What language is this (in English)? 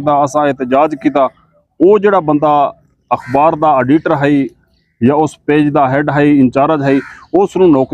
Saraiki